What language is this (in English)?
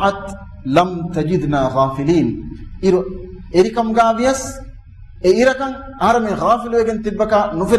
Divehi